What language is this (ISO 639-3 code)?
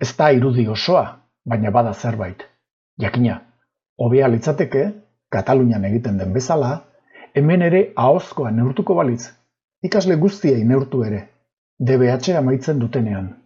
eus